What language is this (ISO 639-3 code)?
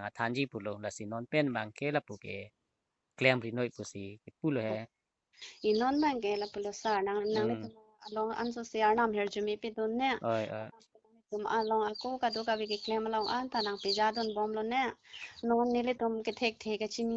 mjw